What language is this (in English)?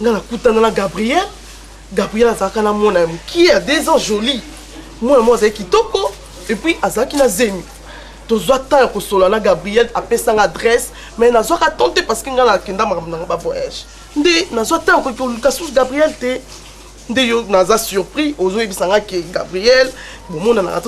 Lingala